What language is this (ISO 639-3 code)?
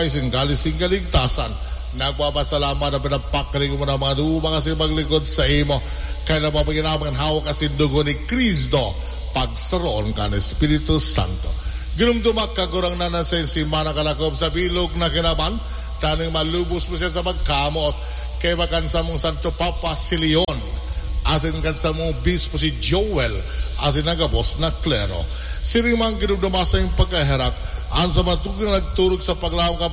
bik